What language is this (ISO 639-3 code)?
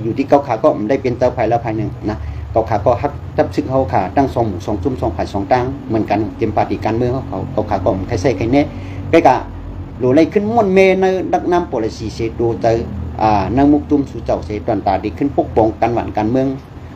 shn